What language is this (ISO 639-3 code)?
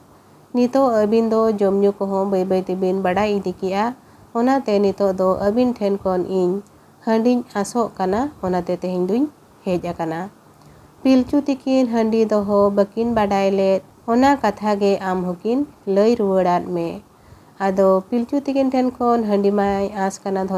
sat